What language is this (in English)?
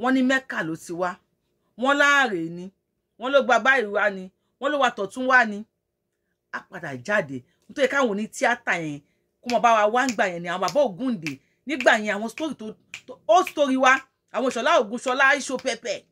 Yoruba